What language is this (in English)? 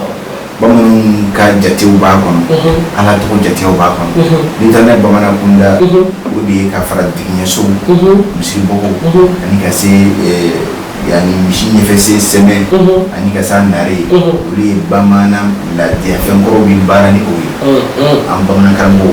Bambara